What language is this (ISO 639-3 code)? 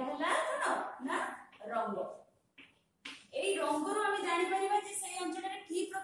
ori